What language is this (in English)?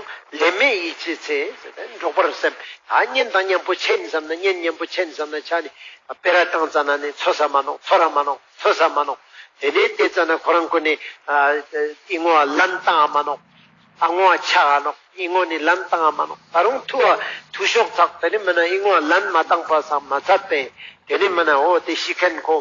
Ladakhi